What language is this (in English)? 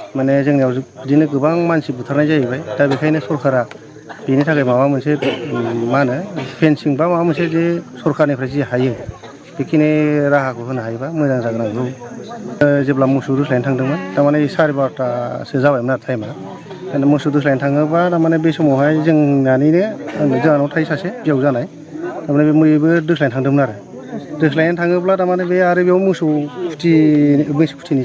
Bodo